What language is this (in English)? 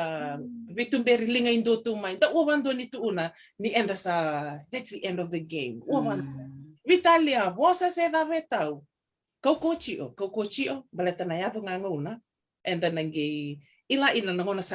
Fijian